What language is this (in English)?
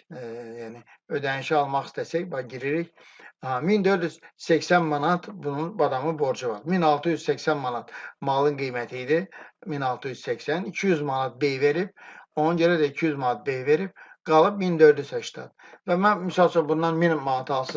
Azerbaijani